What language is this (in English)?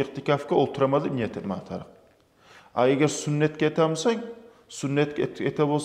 Kumyk